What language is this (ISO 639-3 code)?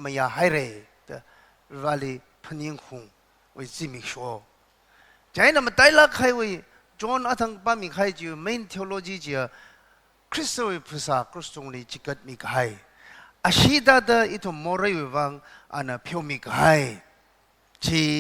nmf